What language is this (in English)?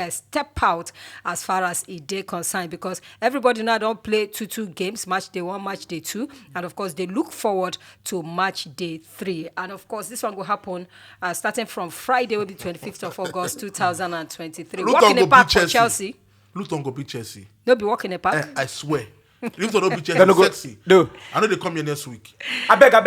Nigerian Pidgin